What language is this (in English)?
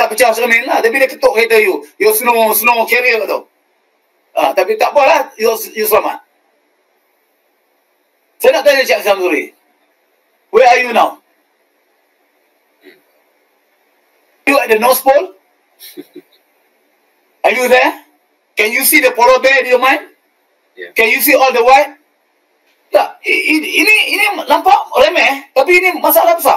Malay